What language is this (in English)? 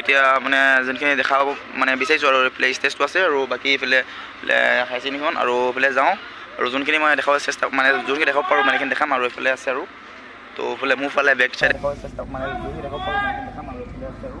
Assamese